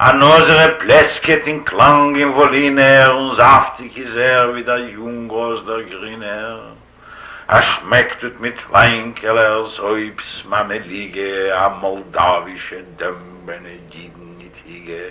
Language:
Yiddish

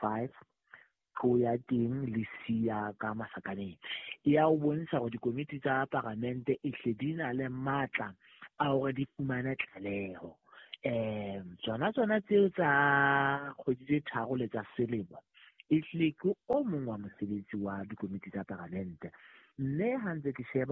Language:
Southern Sotho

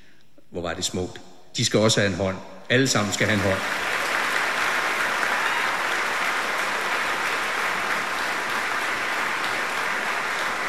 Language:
Danish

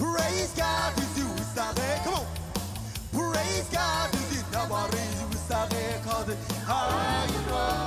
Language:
Marshallese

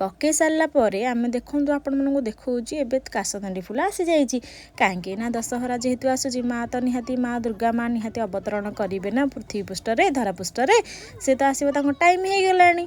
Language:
Odia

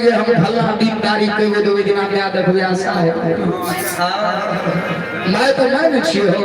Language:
Maithili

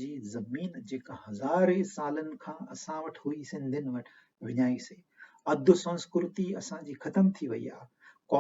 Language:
Sindhi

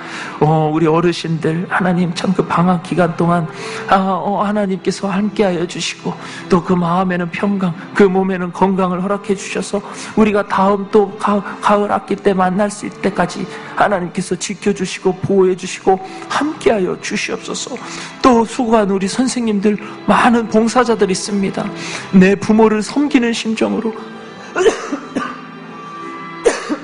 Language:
Korean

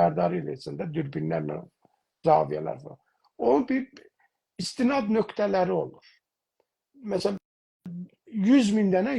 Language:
South Azerbaijani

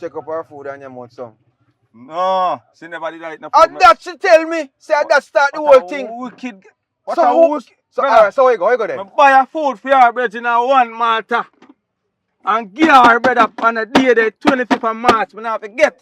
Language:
Jamaican Creole English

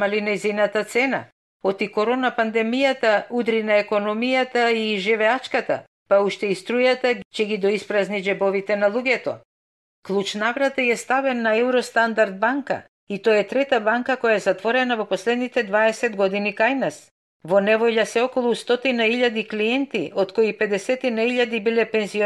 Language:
Macedonian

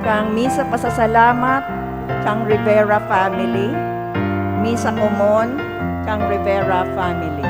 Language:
Bikol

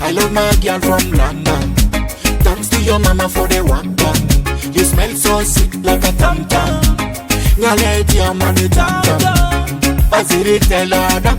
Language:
Ma'di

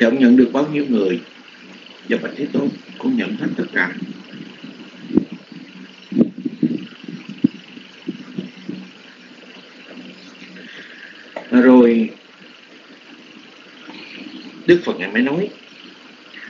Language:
Vietnamese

